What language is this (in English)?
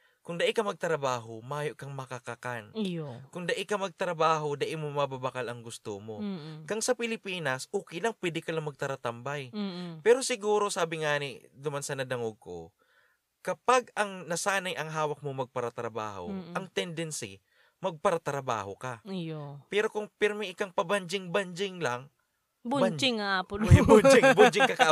Bikol